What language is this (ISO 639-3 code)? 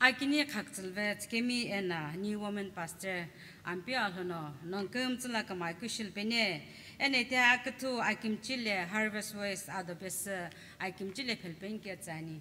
nsm